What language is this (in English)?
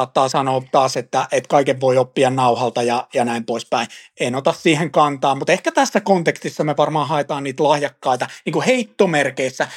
Finnish